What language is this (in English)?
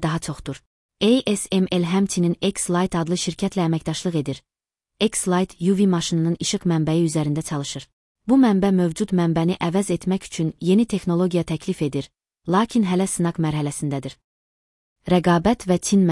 Azerbaijani